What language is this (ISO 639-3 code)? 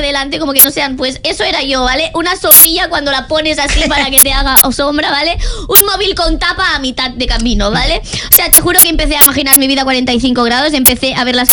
spa